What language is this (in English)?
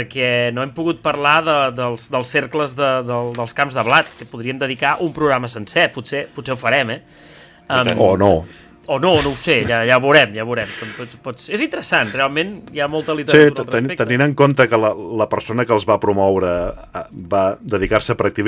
Catalan